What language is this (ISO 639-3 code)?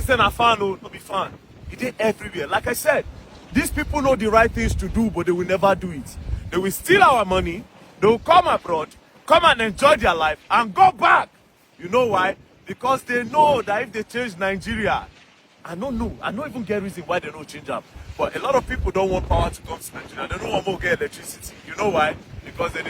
pcm